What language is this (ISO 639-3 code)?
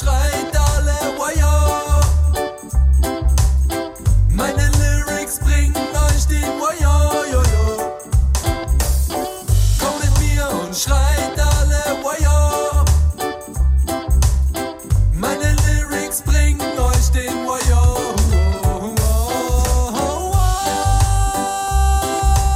deu